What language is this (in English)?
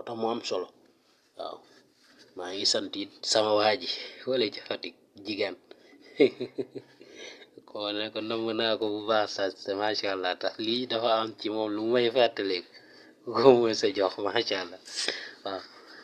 Wolof